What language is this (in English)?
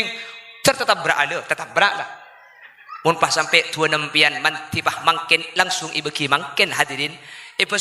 Madurese